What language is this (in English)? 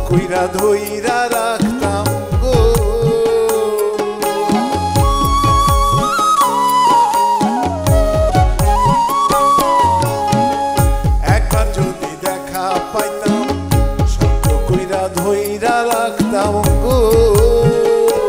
Bangla